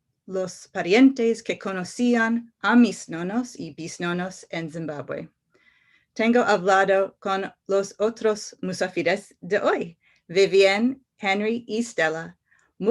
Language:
Ladino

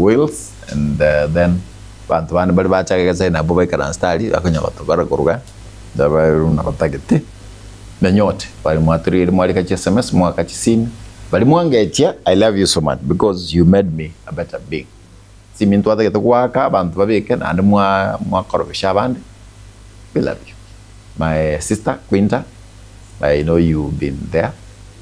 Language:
Gusii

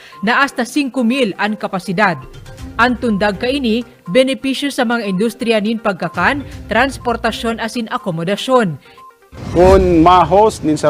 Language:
Bikol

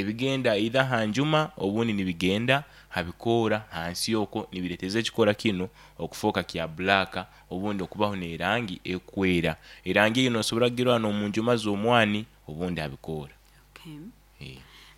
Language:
Nyoro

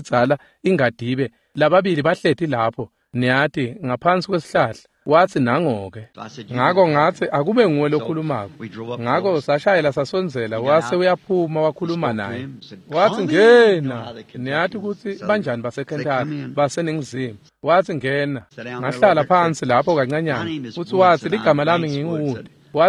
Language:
Swati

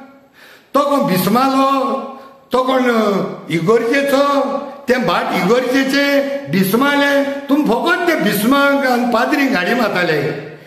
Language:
Konkani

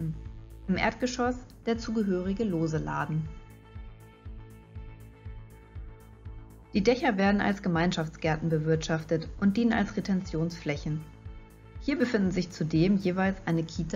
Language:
German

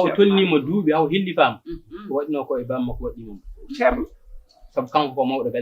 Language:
Fula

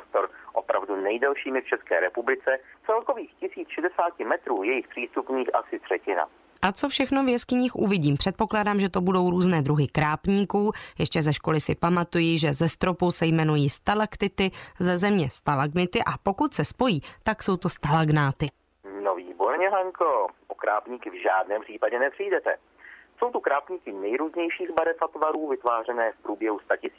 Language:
Czech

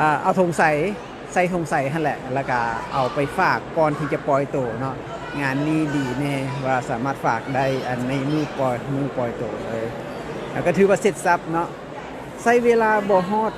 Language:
Lao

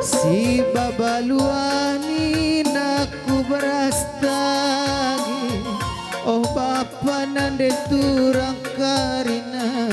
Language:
Batak Karo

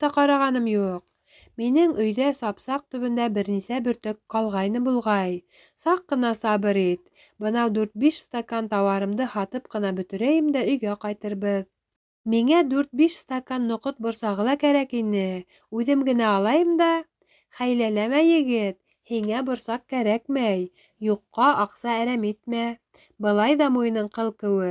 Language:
Bashkir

